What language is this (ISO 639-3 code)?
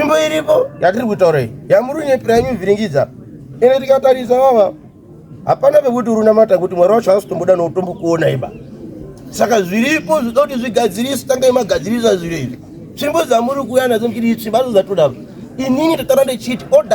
sna